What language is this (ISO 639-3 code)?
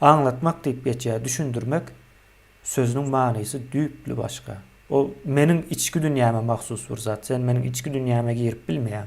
tuk